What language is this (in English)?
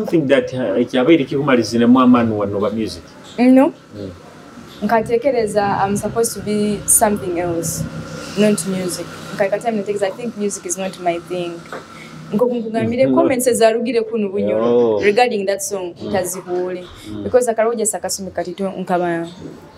Nyoro